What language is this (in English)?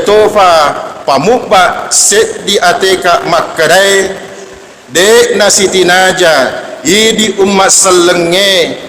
Buginese